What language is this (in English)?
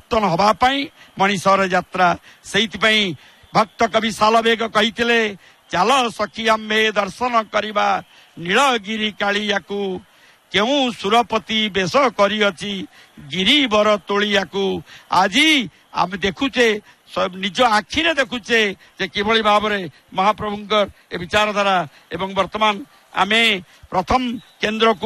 Odia